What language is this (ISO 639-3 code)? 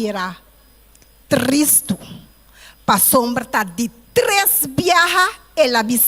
pap